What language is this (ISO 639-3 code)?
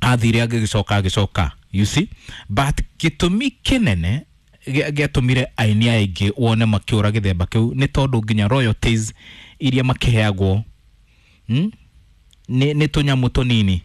kik